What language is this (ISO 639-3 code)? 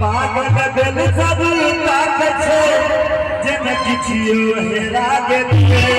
mai